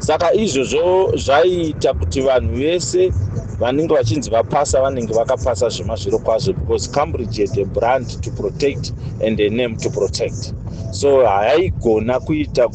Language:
Shona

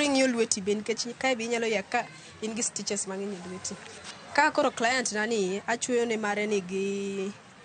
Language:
Luo (Kenya and Tanzania)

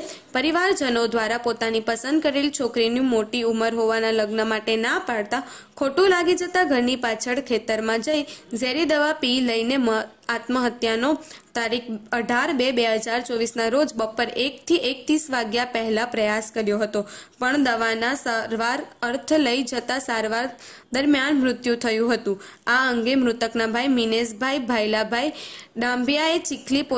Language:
Gujarati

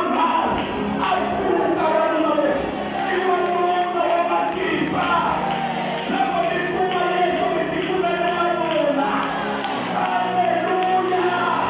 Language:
Tsonga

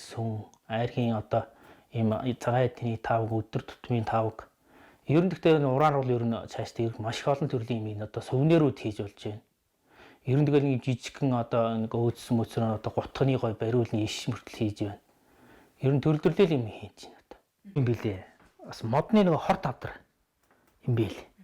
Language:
Mongolian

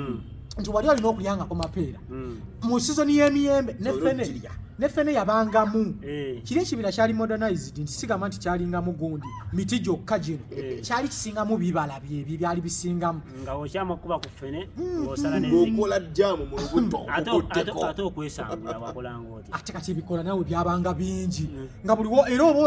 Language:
Ganda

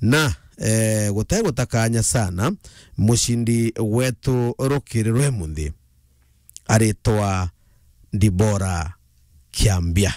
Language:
Meru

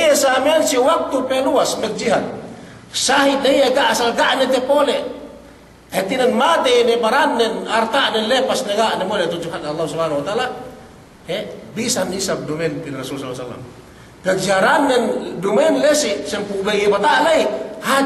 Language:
Yakan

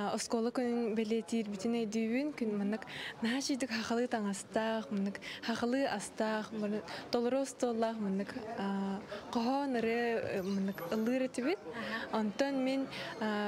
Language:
Yakut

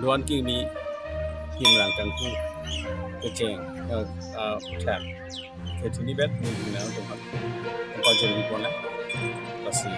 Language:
Karbi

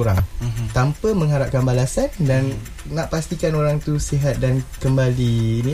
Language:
Malay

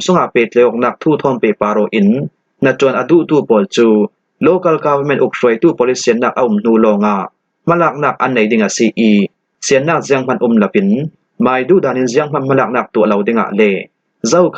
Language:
Falam Chin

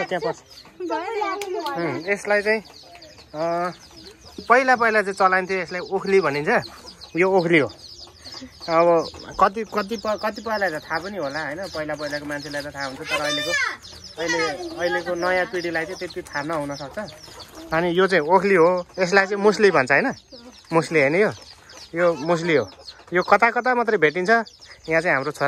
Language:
Nepali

